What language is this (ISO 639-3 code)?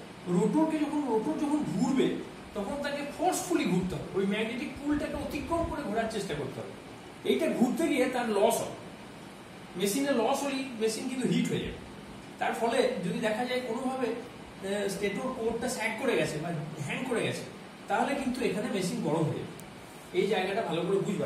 ben